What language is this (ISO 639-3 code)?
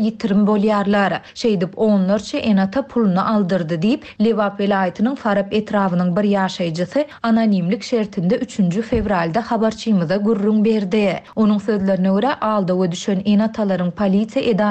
tuk